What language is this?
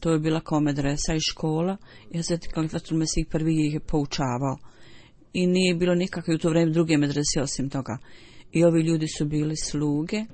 Bosnian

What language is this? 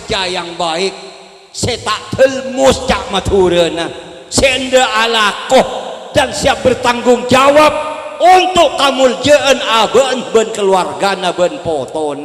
Madurese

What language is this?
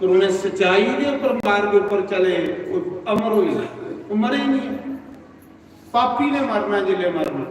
Dogri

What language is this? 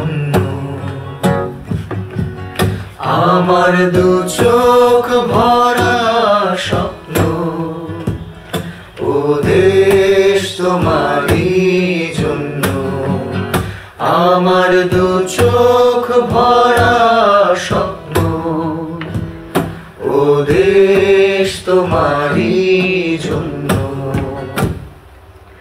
Bangla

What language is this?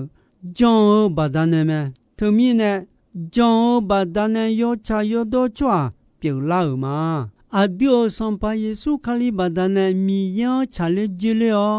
Akha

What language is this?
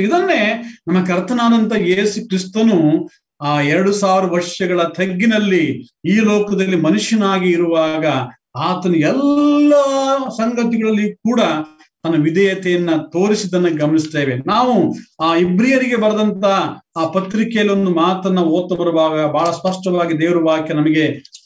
Kannada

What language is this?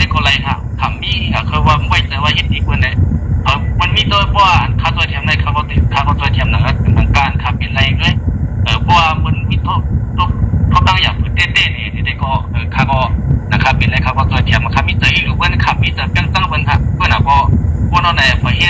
Shan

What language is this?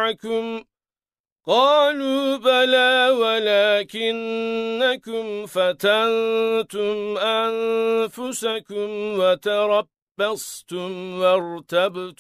Arabic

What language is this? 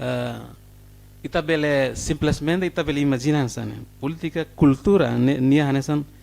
Tetum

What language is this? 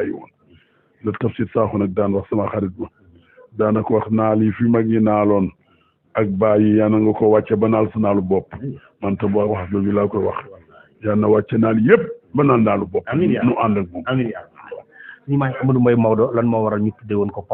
Wolof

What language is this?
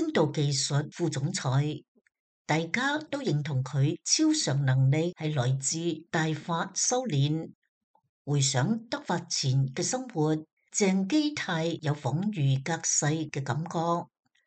Cantonese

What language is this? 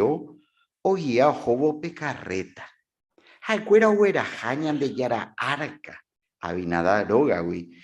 Guarani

